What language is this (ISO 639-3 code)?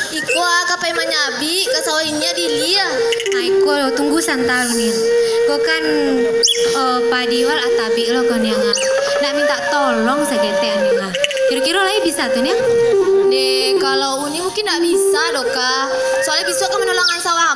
min